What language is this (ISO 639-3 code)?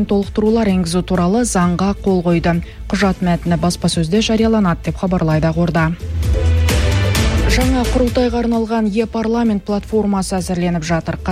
kaz